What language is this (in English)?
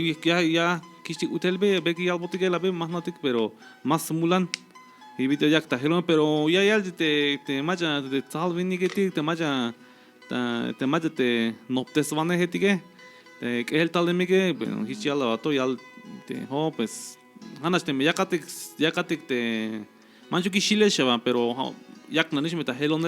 Tzeltal